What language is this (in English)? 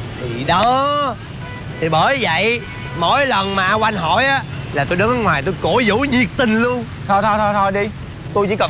Vietnamese